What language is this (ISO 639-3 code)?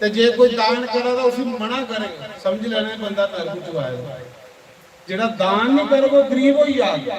doi